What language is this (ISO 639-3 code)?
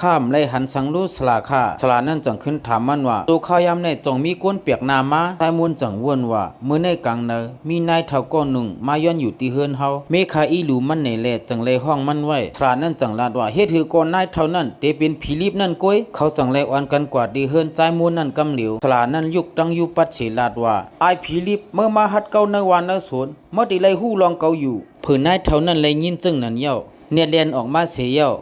lao